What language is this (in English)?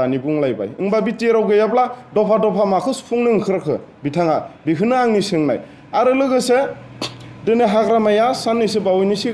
Bodo